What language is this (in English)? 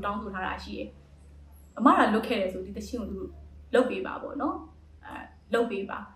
Burmese